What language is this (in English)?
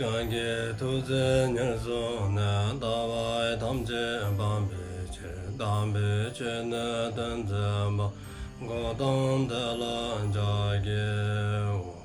Dzongkha